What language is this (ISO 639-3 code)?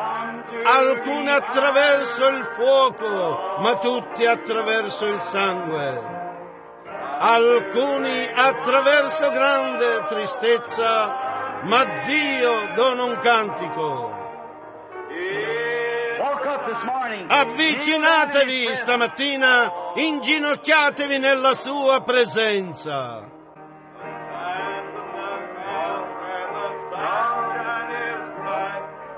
ita